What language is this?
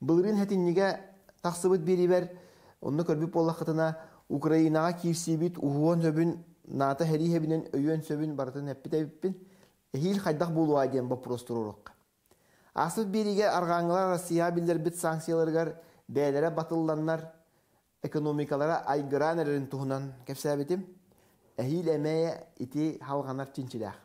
Yakut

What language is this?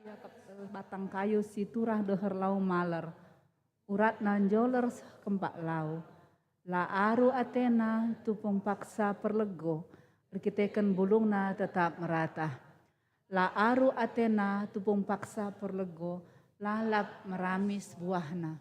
Batak Karo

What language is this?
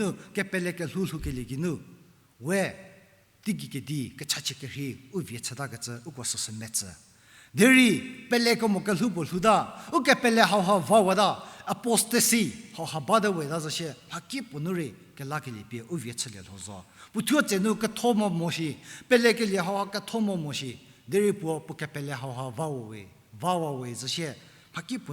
Angami Naga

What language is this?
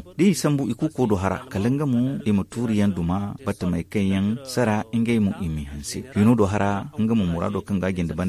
Zarma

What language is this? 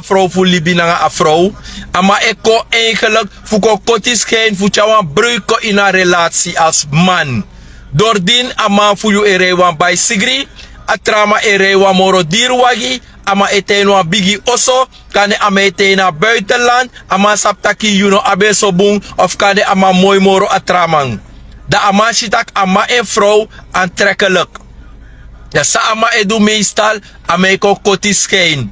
Sranan Tongo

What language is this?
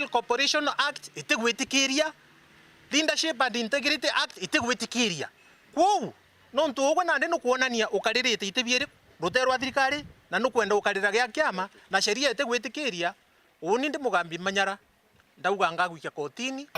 Meru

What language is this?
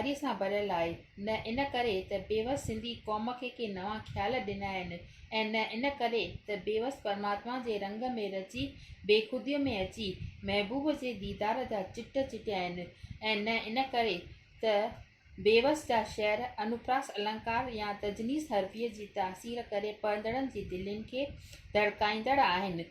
Sindhi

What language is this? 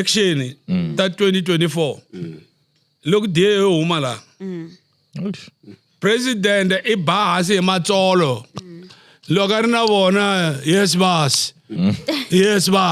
Tsonga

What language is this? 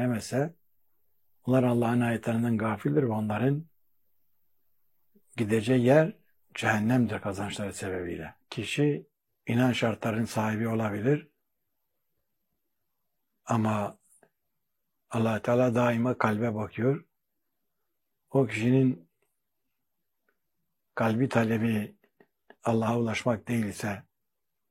Turkish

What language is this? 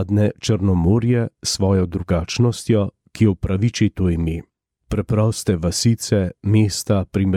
Slovenian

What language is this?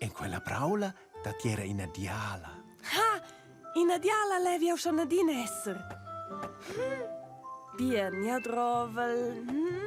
Romansh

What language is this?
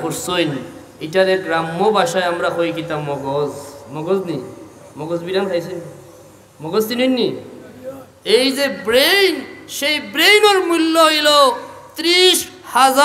Sylheti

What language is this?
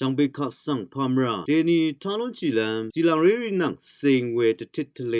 Rawang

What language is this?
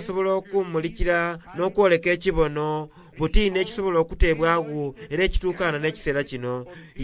Soga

